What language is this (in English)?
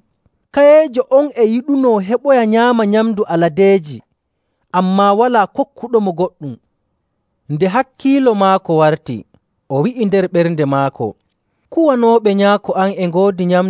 Nigerian Fulfulde